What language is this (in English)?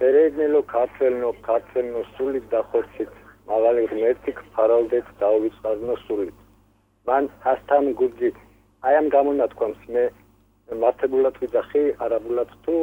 Georgian